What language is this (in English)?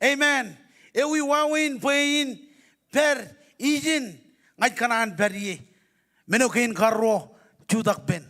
Marshallese